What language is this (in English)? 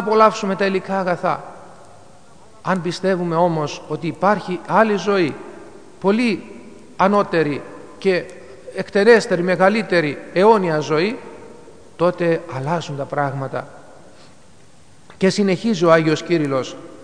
Greek